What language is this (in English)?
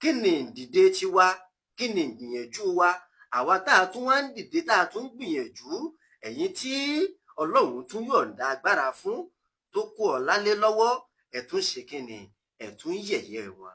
Yoruba